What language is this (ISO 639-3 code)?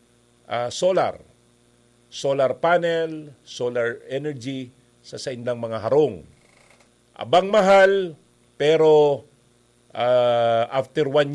bik